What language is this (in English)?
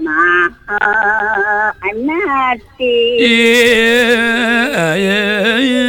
Balinese